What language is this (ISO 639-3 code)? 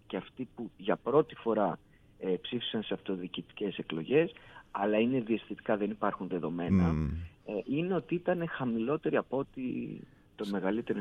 ell